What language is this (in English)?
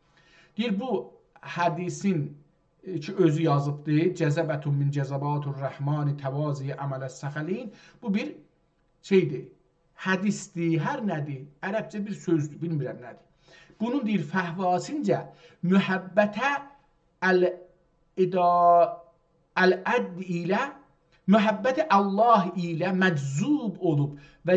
South Azerbaijani